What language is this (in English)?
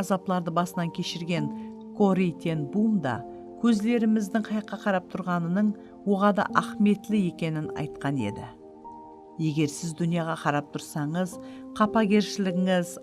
Kara-Kalpak